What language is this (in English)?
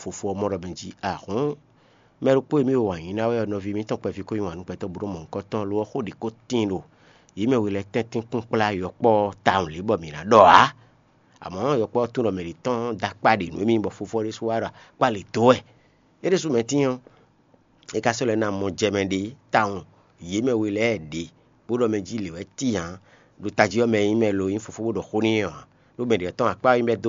Fon